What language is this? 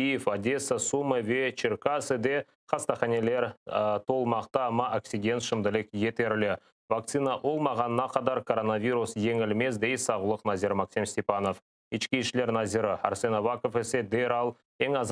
Crimean Tatar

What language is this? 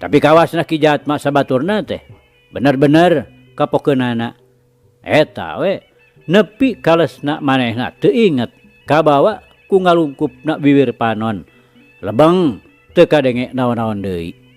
Sundanese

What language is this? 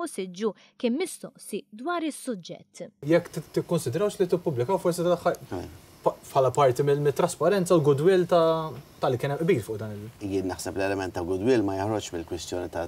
Maltese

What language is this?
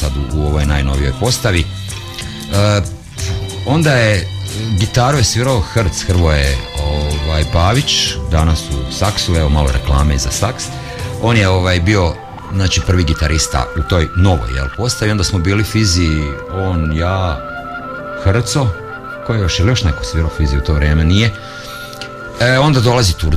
Croatian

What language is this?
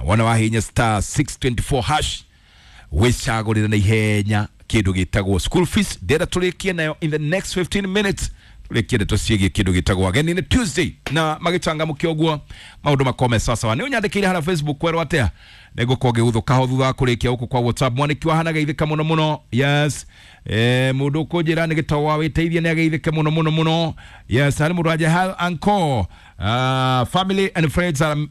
Kikuyu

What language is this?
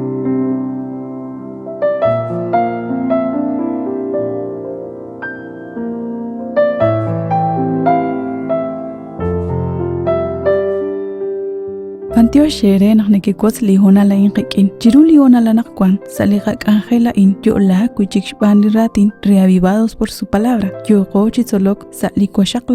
Kekchí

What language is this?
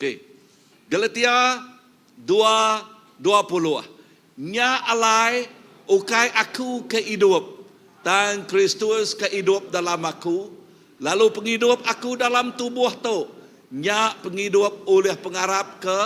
Iban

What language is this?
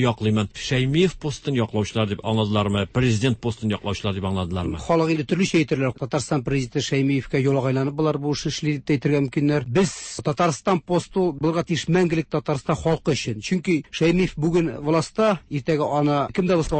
Tatar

